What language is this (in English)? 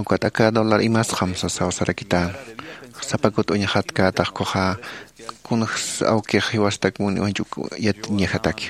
Aymara